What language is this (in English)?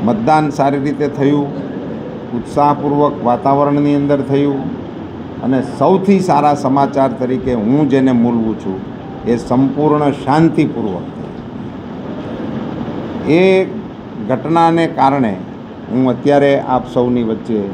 Gujarati